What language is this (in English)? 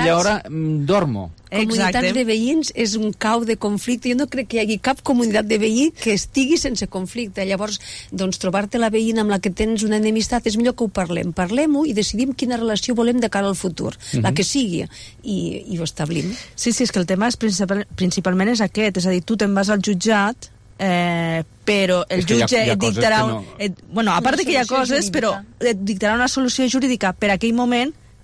Catalan